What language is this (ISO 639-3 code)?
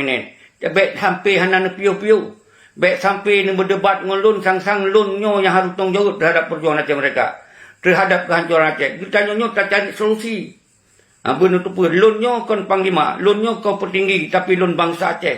ace